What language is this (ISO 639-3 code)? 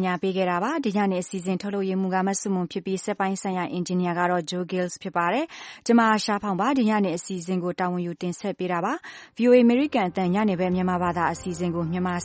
mya